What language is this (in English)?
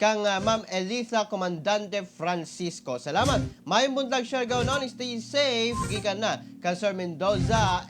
Cebuano